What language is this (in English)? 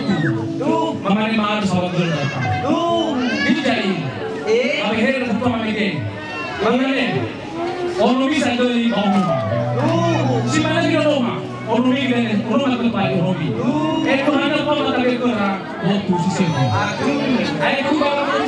Nias